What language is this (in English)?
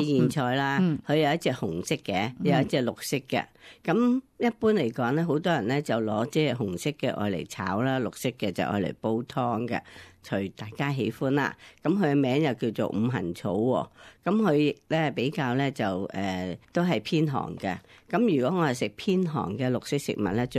Cantonese